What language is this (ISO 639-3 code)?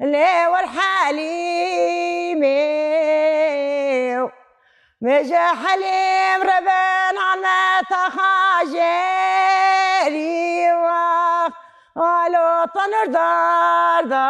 kur